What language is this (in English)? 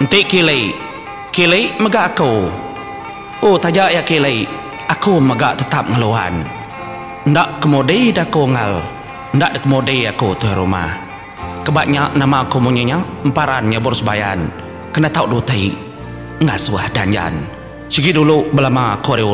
Iban